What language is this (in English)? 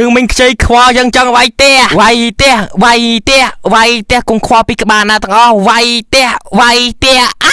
Khmer